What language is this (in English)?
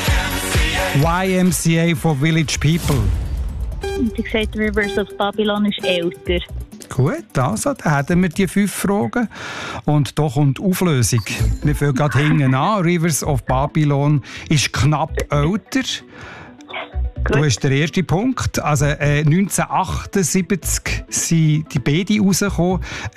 German